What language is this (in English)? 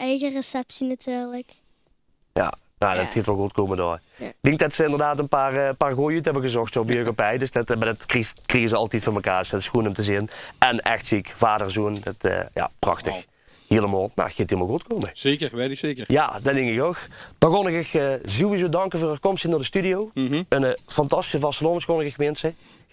Limburgish